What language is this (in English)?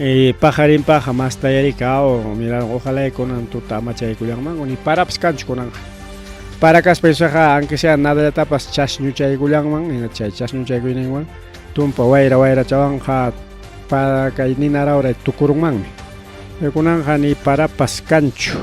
Ayacucho Quechua